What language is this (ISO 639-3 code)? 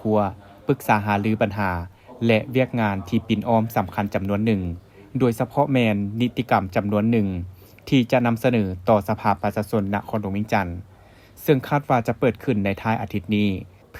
lao